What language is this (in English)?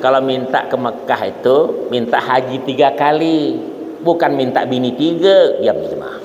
Banjar